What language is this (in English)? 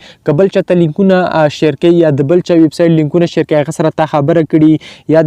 Pashto